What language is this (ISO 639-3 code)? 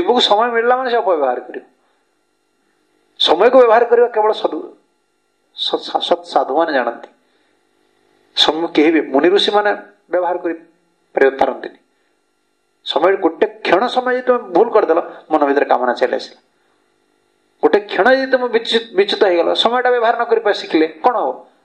ori